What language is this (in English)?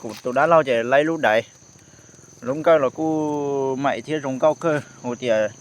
Hmong